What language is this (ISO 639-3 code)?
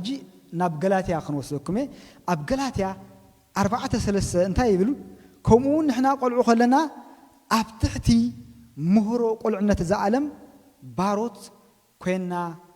tir